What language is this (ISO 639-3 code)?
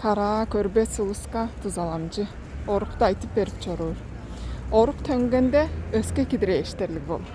tyv